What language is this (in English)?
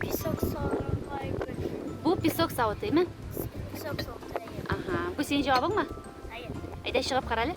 Tatar